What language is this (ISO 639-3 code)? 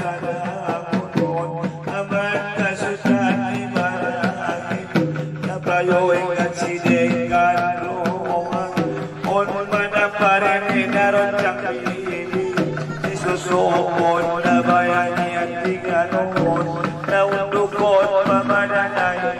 akb